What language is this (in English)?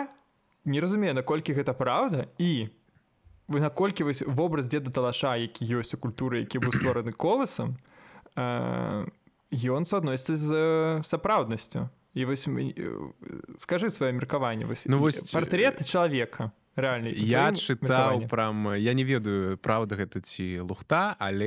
Belarusian